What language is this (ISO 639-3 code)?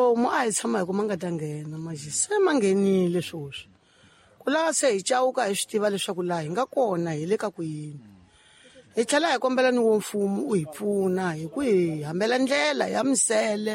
tso